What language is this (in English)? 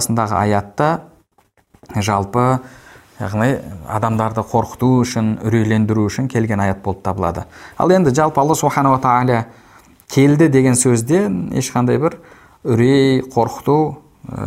Kazakh